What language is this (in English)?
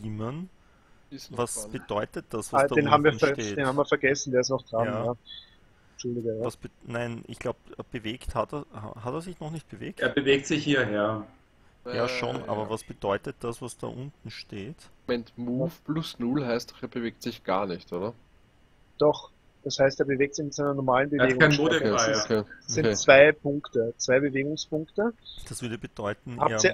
German